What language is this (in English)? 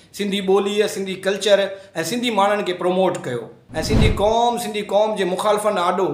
Sindhi